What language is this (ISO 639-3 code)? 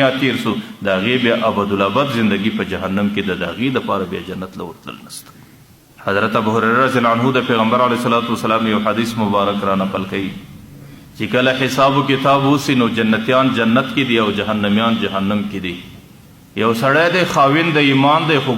pus